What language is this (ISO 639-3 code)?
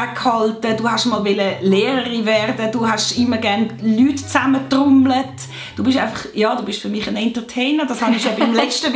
gsw